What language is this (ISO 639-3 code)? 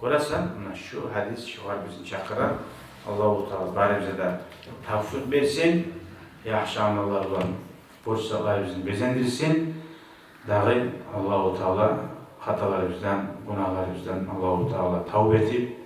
kum